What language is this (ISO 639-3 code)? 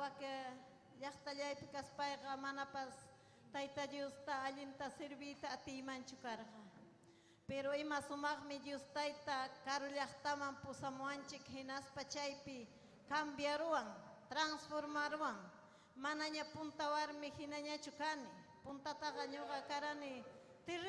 quy